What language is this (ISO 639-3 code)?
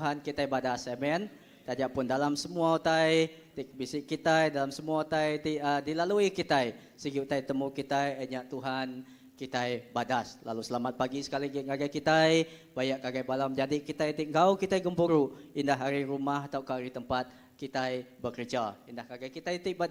iba